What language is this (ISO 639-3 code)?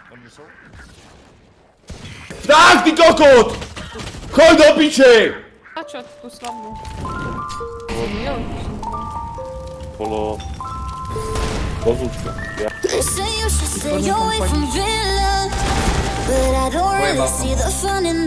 slk